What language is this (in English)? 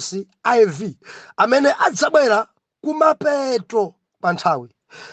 Nyanja